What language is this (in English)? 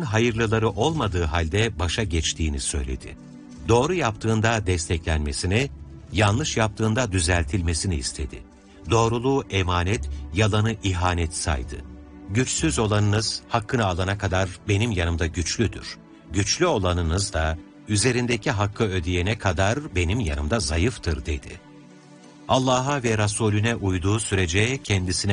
Turkish